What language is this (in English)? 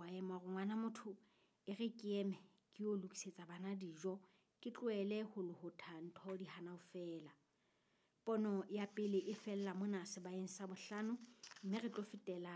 Southern Sotho